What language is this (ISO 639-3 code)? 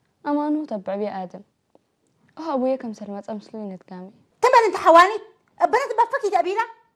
tir